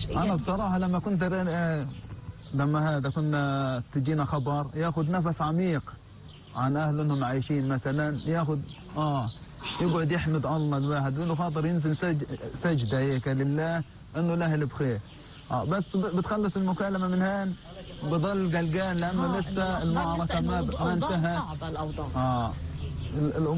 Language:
North Levantine Arabic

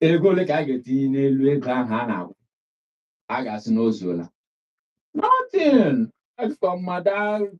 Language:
Igbo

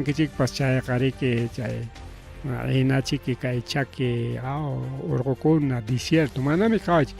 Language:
Ayacucho Quechua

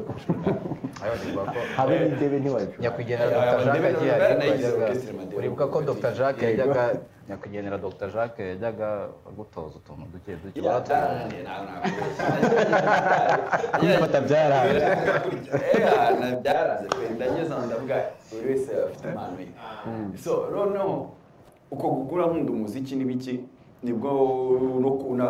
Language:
Kinyarwanda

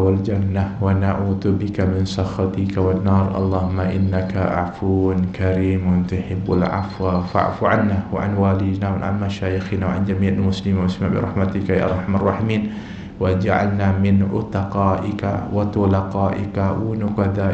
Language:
Malay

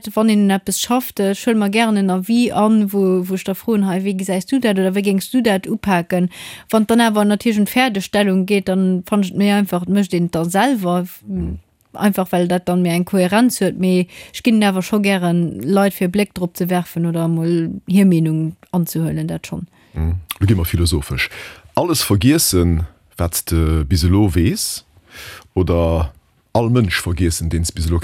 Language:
Luxembourgish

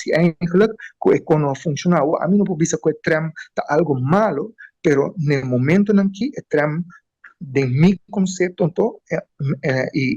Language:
Papiamento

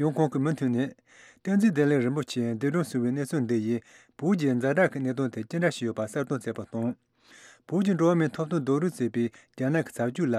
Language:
Tibetan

